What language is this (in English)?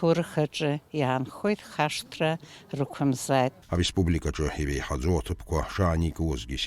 Abkhazian